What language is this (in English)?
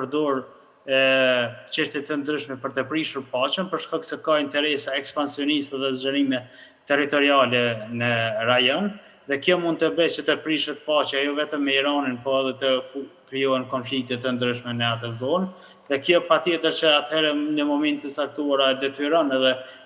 Albanian